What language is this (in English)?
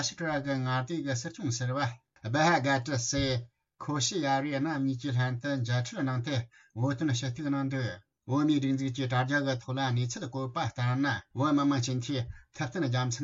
Tibetan